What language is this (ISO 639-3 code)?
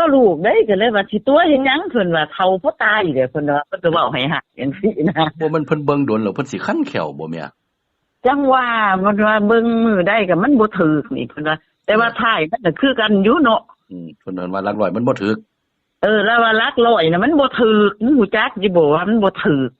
tts